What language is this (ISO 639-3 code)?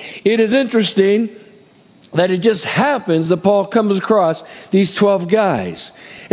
eng